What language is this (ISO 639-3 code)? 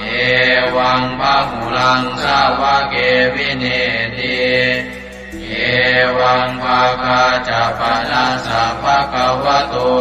pli